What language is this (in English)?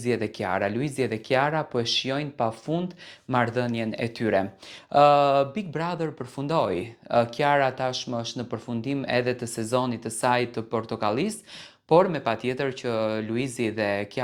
Albanian